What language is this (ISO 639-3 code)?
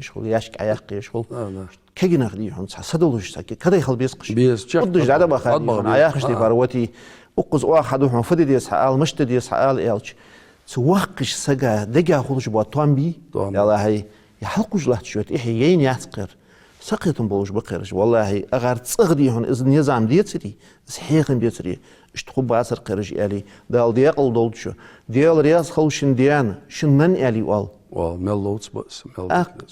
inh